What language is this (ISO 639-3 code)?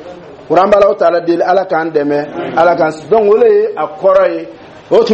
dyu